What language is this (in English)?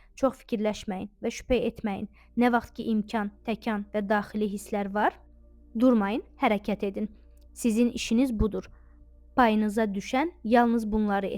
Azerbaijani